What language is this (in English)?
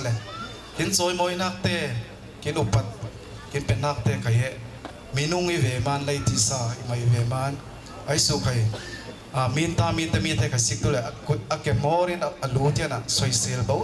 Falam Chin